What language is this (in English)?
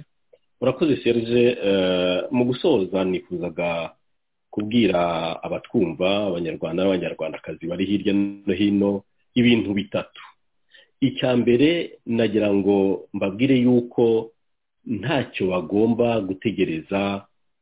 Kinyarwanda